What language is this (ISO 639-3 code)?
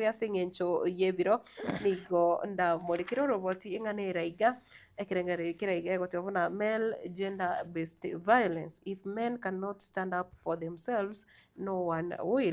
guz